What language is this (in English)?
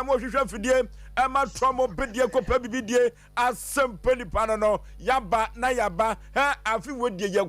Akan